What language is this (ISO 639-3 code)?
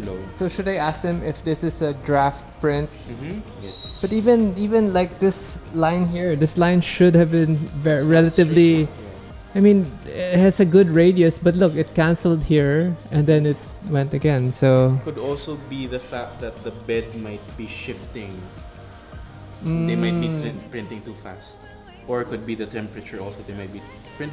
eng